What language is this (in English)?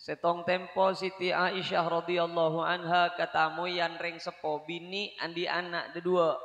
Madurese